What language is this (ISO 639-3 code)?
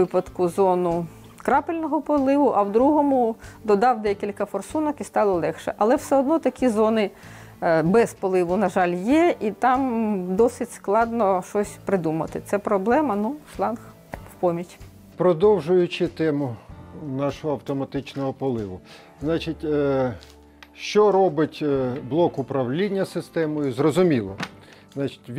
ukr